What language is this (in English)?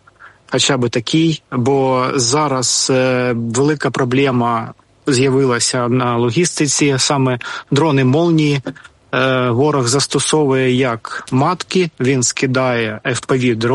Ukrainian